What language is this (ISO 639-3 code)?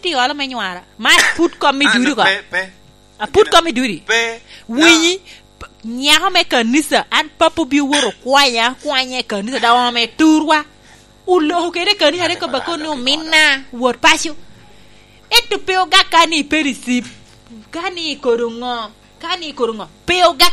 laj